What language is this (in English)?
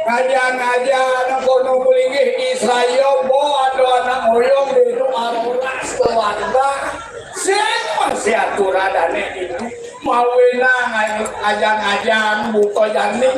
Balinese